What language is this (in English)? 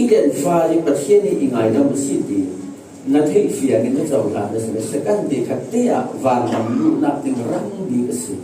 Falam Chin